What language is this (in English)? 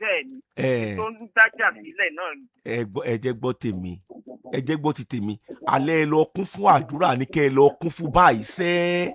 Yoruba